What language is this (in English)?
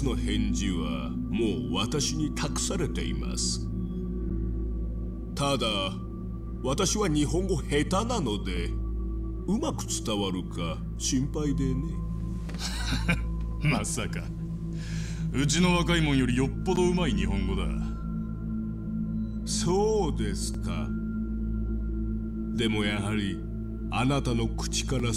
Japanese